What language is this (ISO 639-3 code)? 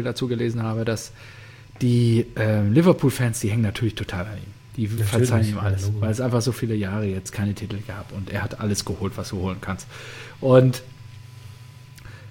deu